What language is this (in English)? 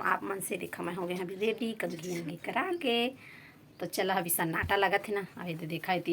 Chhattisgarhi